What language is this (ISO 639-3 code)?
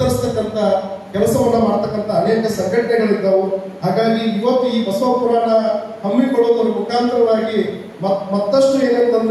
kan